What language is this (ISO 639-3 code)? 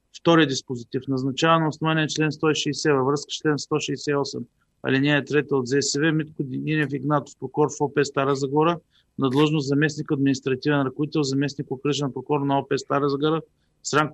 bul